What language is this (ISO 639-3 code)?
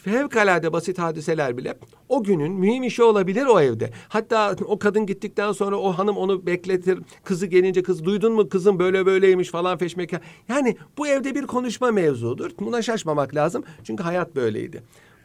tur